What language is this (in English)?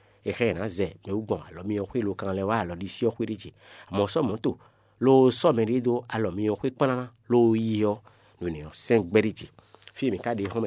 Fon